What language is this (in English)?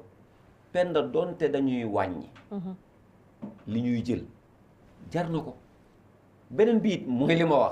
Wolof